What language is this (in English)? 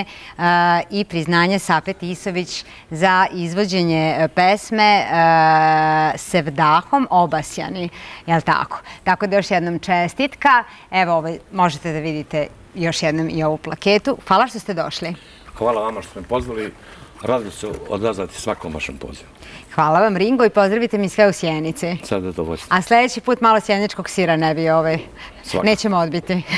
Serbian